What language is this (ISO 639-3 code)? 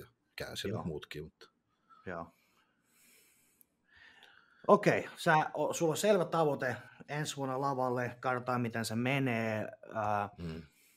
fin